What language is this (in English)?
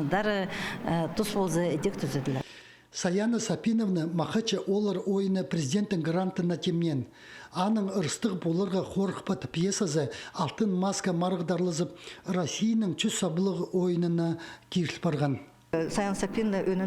Khakas